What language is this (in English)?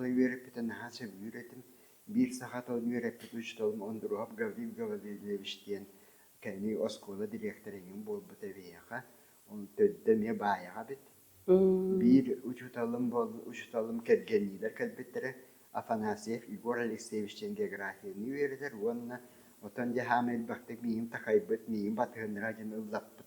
Yakut